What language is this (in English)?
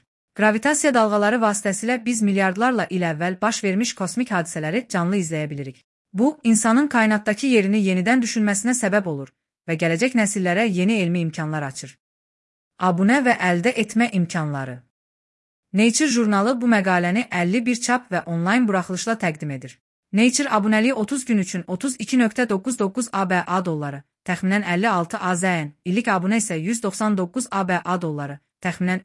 Azerbaijani